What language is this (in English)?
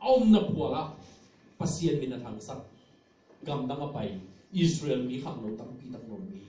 Tedim Chin